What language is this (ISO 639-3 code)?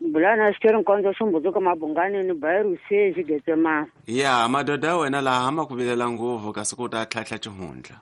tso